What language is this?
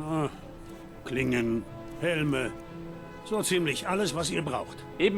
Bavarian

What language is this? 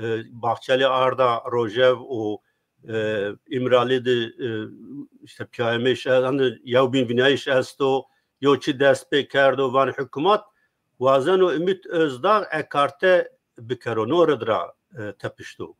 Zaza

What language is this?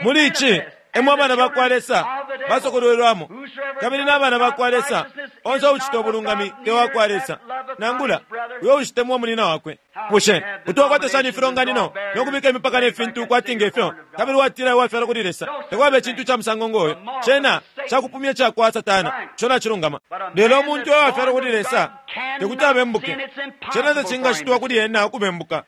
Bemba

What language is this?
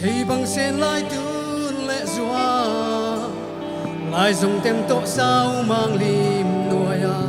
Paite Chin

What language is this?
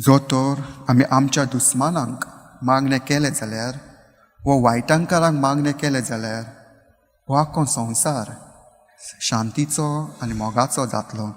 Konkani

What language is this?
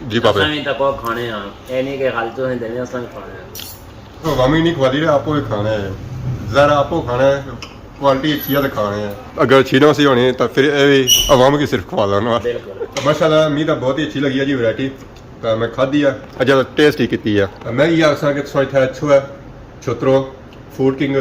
Pahari-Potwari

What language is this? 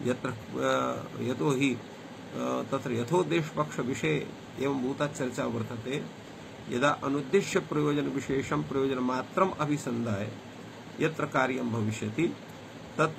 Sanskrit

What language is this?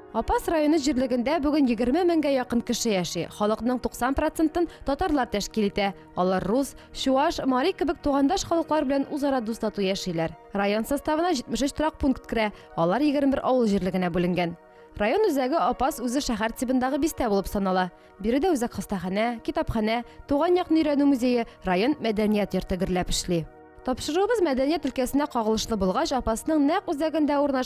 Tatar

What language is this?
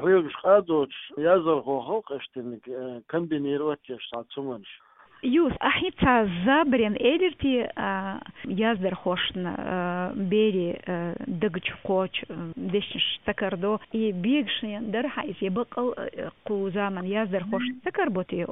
Chechen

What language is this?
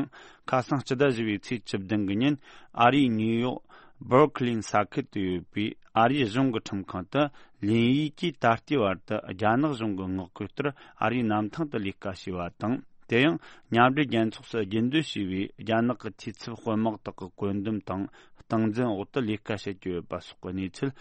Tibetan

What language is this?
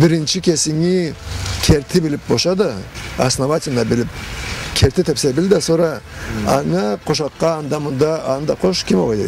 Karachay-Balkar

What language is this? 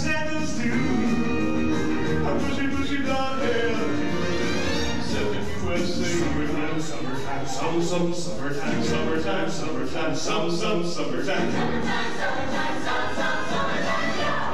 English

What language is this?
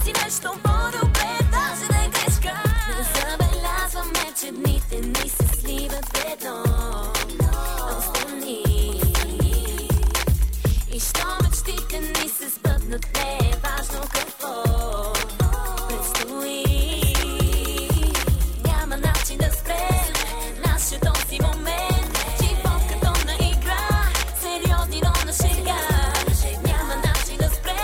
Bulgarian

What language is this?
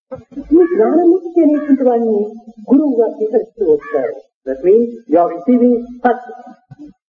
Telugu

